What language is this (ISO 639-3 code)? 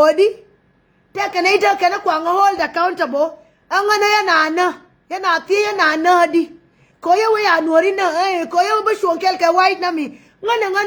nus